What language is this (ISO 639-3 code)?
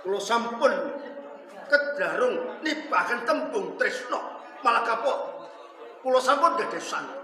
jav